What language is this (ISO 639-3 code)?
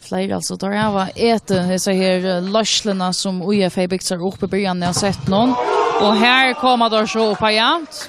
fao